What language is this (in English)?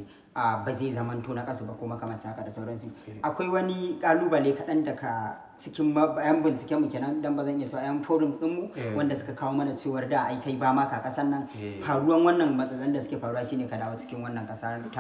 Hausa